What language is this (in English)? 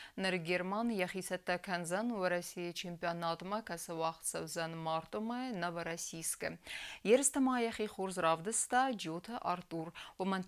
Ossetic